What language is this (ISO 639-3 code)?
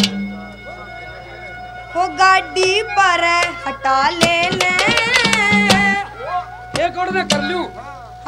bgc